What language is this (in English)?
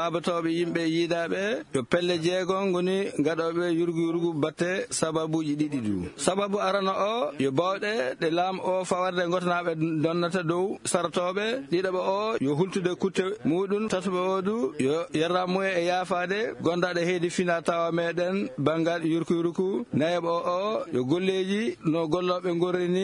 Fula